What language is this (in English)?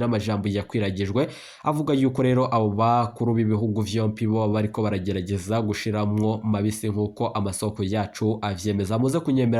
Rundi